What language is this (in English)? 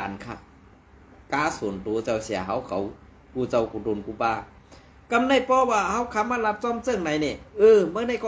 Shan